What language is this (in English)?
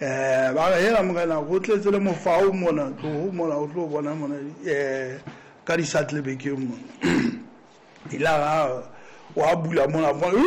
Southern Sotho